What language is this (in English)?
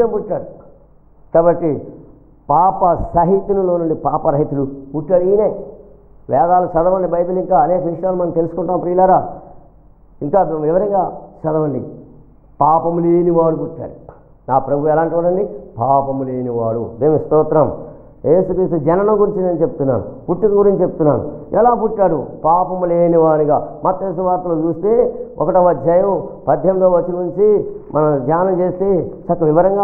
Telugu